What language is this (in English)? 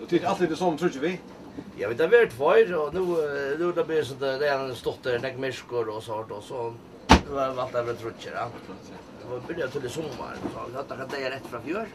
Faroese